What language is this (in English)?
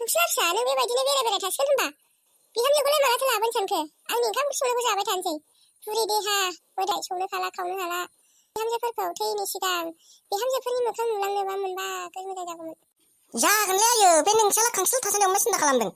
Bodo